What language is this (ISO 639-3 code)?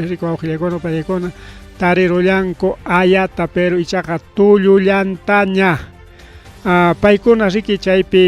quy